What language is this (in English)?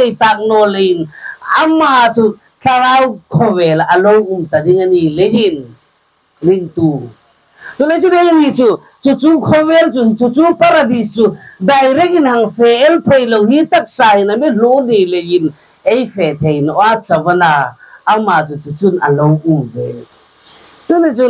Hmar